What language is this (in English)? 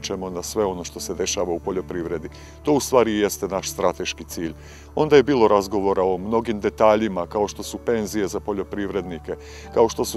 Serbian